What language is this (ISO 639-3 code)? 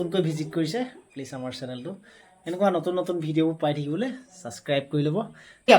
asm